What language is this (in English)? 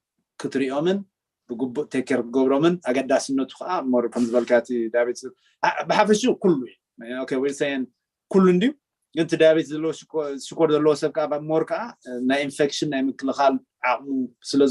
Tigrinya